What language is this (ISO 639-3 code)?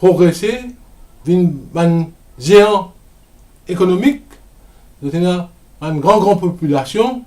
mfe